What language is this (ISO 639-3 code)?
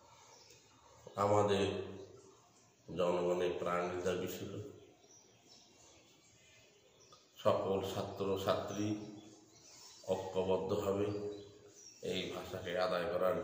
ben